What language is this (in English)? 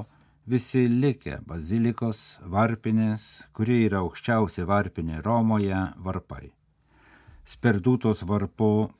Lithuanian